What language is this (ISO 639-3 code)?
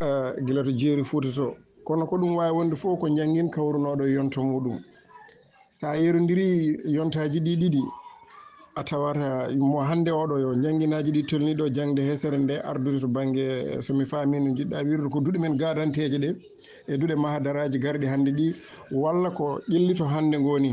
ful